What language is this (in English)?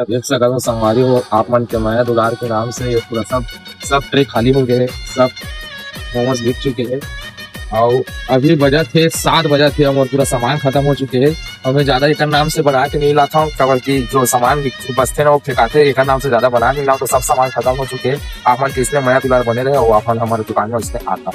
Chhattisgarhi